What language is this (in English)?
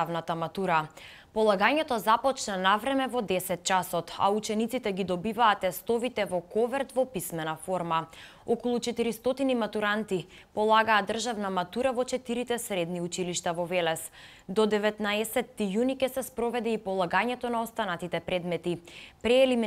Macedonian